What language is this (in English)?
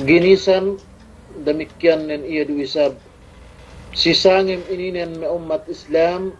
Yakan